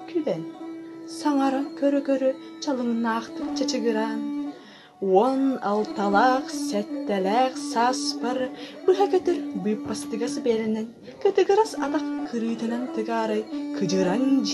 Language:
Yakut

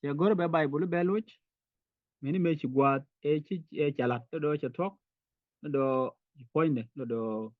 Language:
Nuer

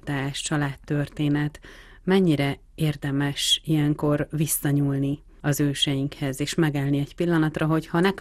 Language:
Hungarian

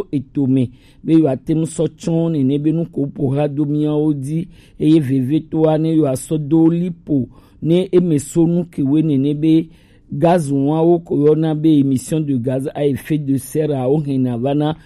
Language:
Gen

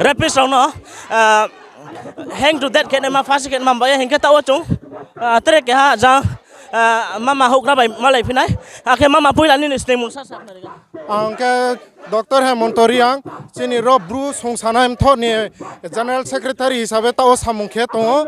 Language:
Riang (India)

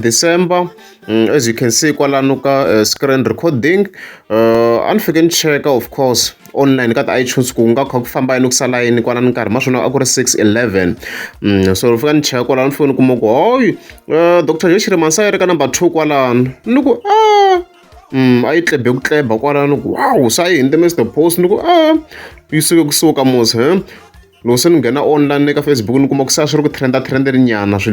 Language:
Tsonga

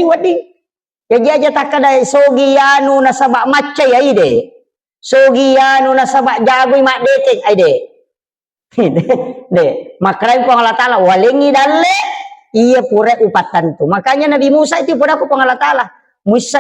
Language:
Buginese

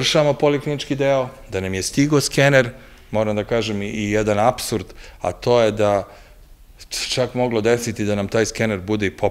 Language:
Serbian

